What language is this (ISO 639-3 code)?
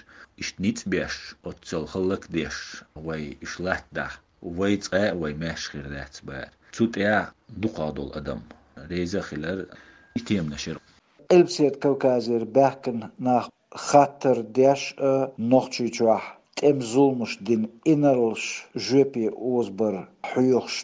che